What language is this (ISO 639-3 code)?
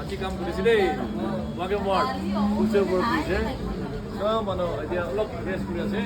nag